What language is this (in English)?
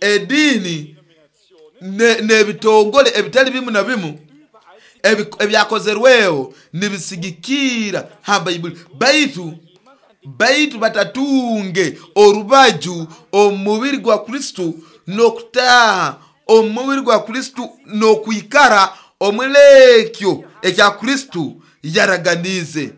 Nyoro